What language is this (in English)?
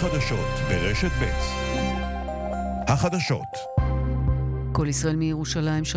Hebrew